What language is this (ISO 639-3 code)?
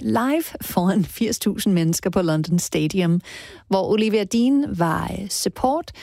dan